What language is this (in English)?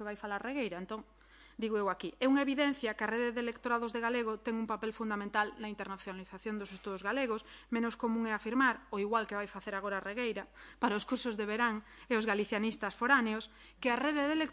Galician